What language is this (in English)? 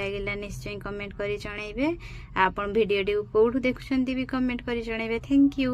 Odia